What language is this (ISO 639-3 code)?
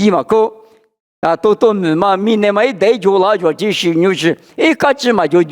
lis